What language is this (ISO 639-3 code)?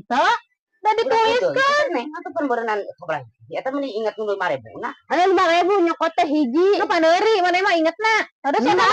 sun